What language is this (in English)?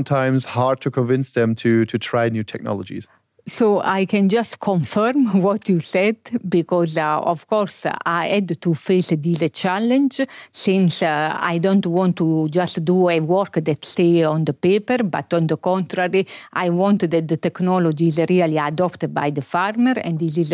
Luxembourgish